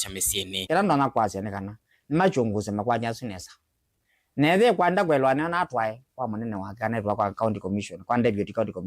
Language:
Kamba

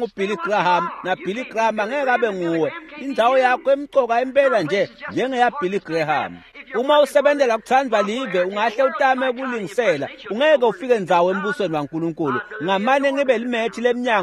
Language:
Swati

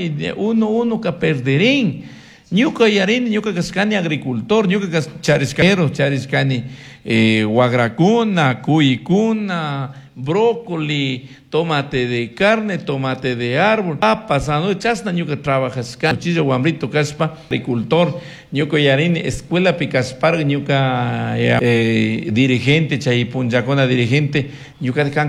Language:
Chimborazo Highland Quichua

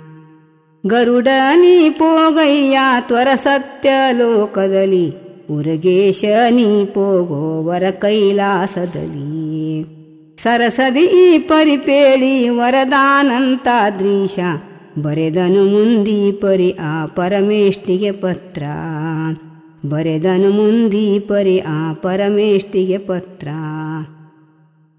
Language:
Kannada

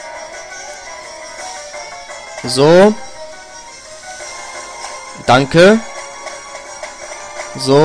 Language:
German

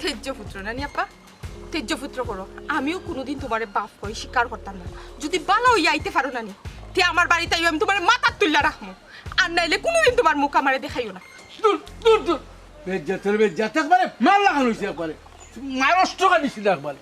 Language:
Sylheti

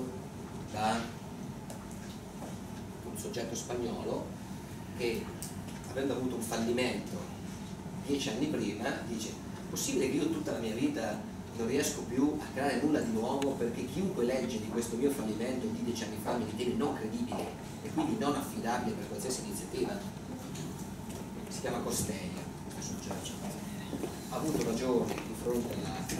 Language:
Italian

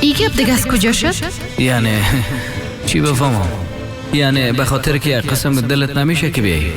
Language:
Persian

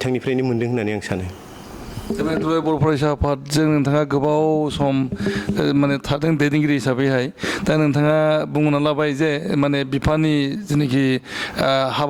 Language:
Bodo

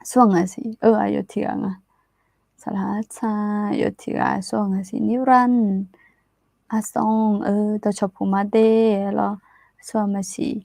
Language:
Akha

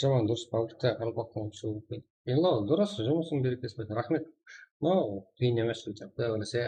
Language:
Kara-Kalpak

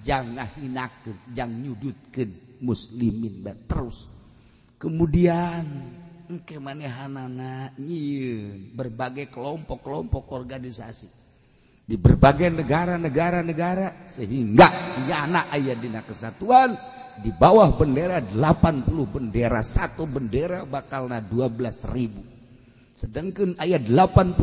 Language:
Sundanese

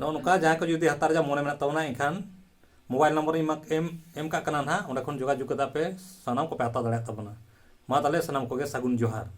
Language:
Santali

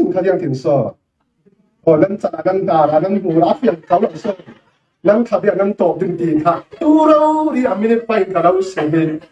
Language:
Falam Chin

